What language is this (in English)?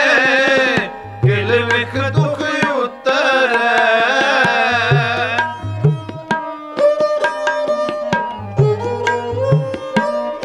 Punjabi